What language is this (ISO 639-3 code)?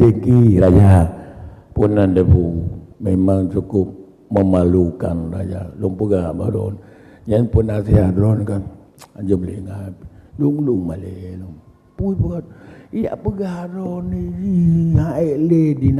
ace